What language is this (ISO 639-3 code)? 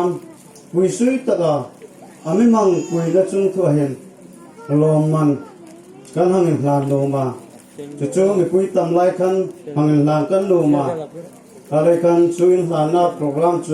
hmr